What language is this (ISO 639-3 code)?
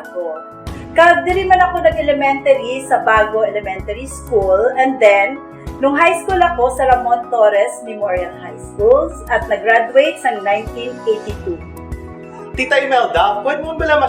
hil